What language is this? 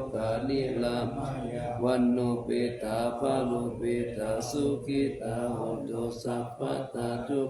Pali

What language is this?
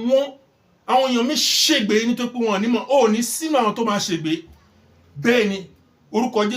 Yoruba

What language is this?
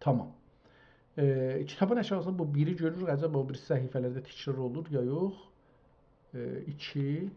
South Azerbaijani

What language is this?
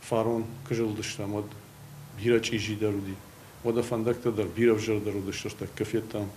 Ossetic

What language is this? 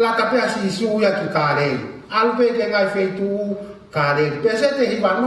Tongan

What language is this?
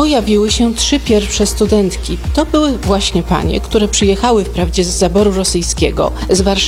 Polish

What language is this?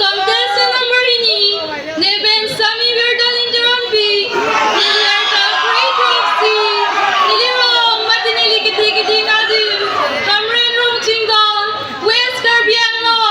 Karbi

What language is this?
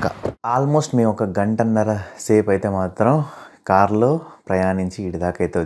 Telugu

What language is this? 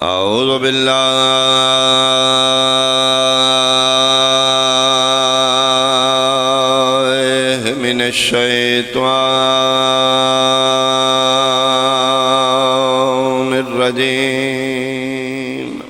Pahari-Potwari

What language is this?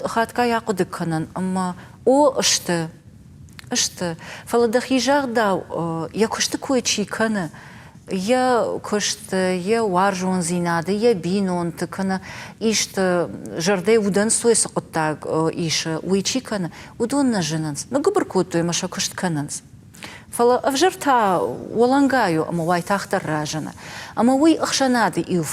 Ossetic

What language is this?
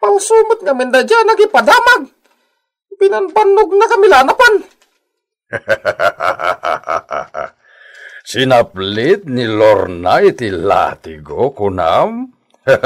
Iloko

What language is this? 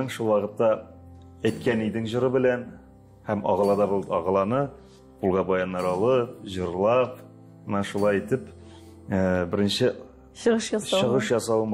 Tatar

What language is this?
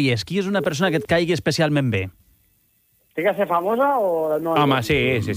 Catalan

